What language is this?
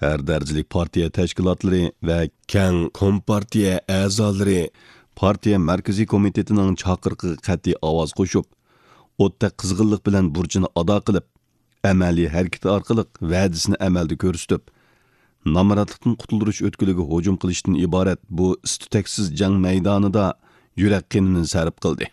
Uyghur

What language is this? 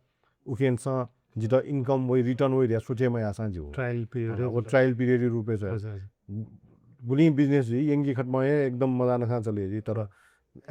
Newari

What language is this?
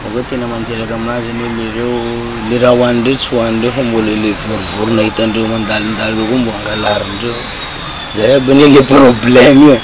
Malagasy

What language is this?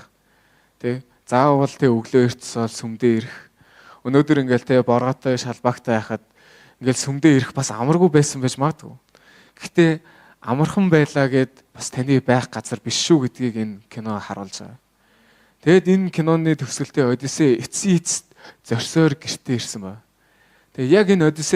Mongolian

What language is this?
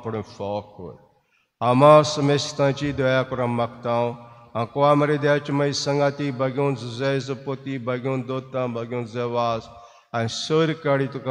Konkani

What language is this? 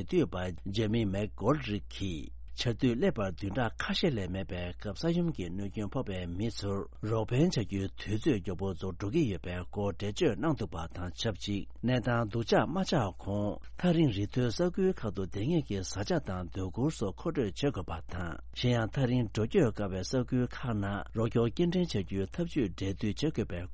Tibetan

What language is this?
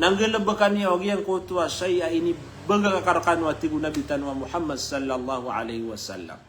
Maranao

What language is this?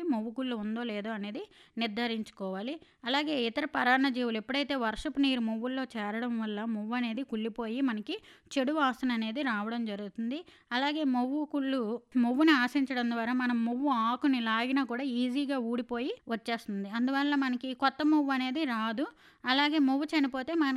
Telugu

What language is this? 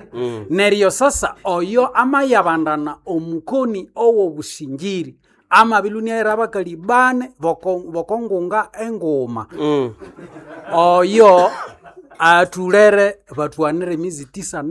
Nande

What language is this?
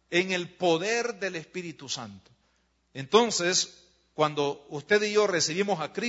Spanish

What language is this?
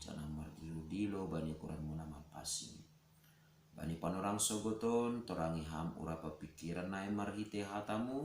Batak Simalungun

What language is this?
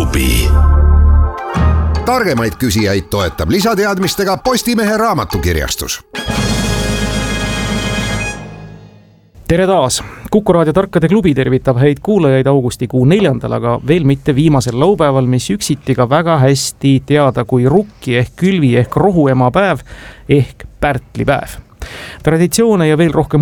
Estonian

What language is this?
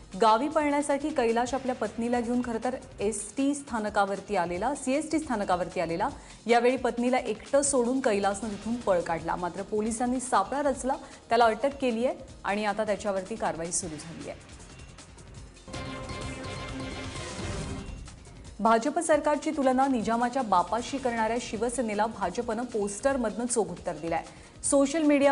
Marathi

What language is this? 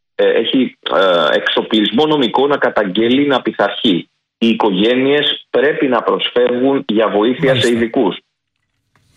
Greek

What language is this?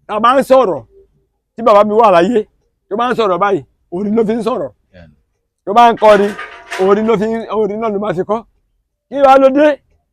Yoruba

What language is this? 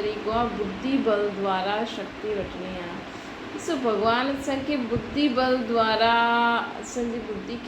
Sindhi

